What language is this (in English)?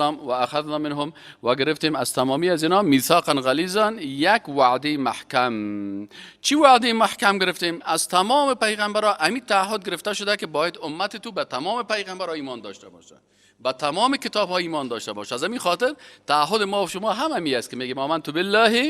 Persian